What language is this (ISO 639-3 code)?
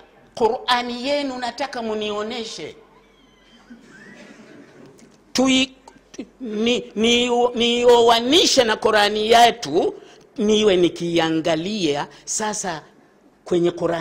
swa